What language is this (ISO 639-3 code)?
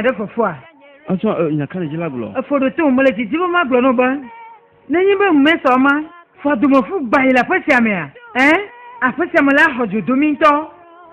ewe